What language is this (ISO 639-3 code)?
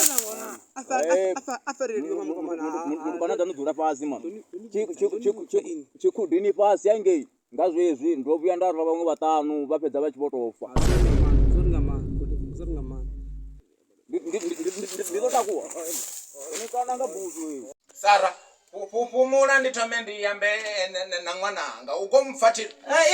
ven